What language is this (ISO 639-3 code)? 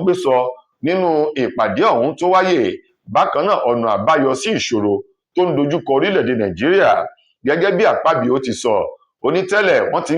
yor